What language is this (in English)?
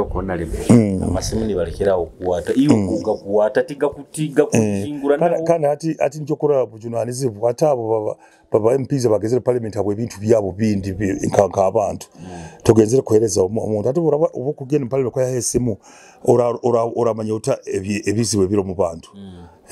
Nyoro